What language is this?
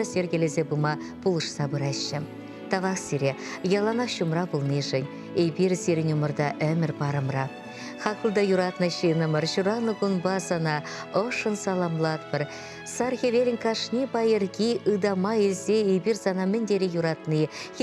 Chuvash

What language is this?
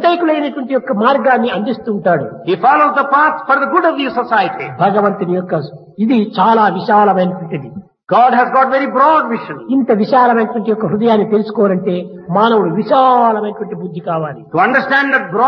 Telugu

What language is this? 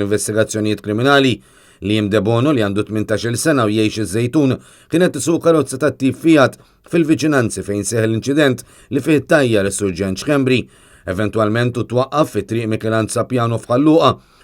Maltese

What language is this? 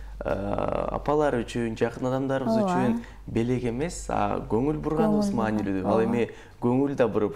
Kyrgyz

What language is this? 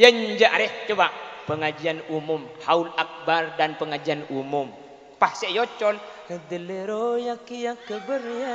Madurese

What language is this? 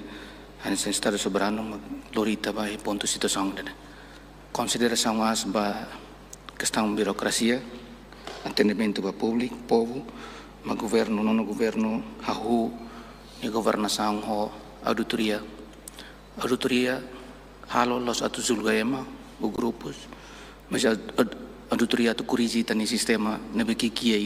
Tetum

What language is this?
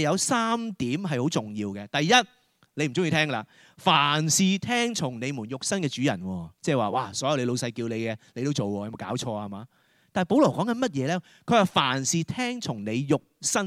Cantonese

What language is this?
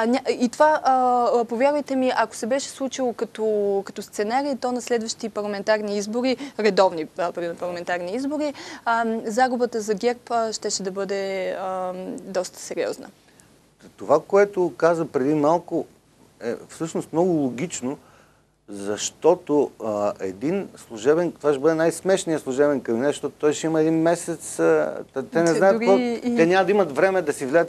Bulgarian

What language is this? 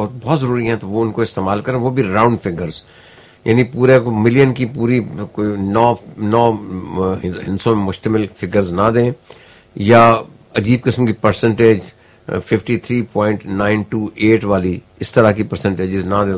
Urdu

